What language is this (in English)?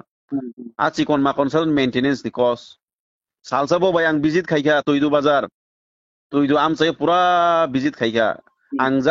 Kok Borok